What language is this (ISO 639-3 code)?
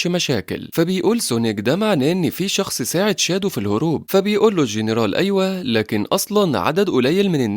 arz